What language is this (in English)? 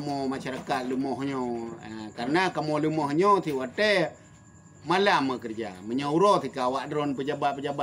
Achinese